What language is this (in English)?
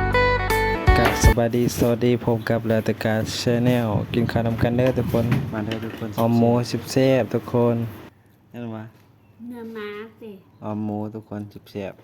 Northeastern Thai